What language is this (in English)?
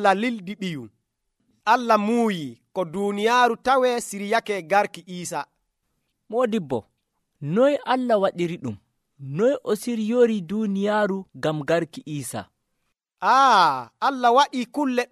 Nigerian Fulfulde